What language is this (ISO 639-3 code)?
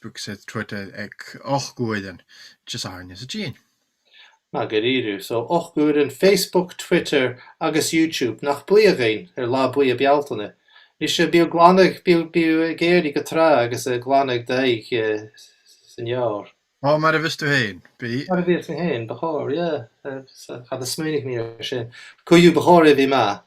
gla